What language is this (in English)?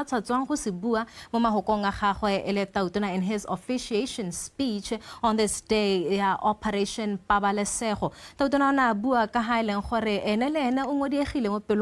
Tswana